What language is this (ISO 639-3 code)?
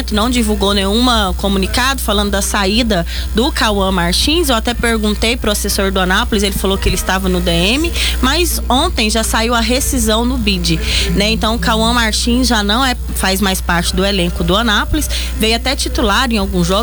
por